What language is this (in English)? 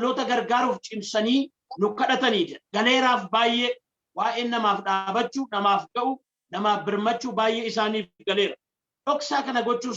Oromo